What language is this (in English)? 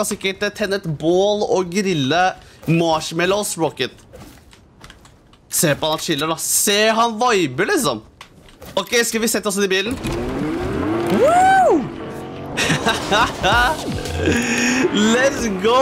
Norwegian